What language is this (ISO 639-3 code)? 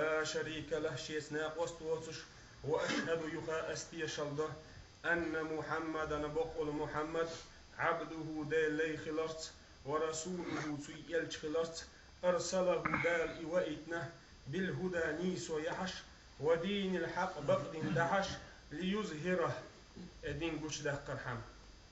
che